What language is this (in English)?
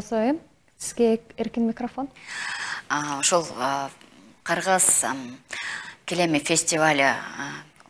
Kyrgyz